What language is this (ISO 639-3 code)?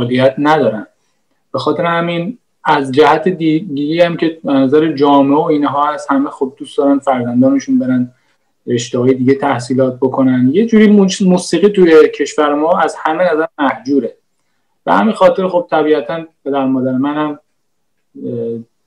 fas